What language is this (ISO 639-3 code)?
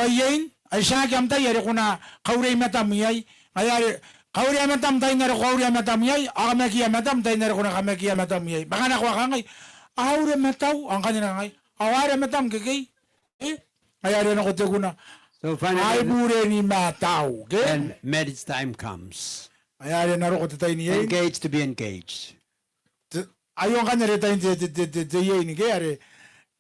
gil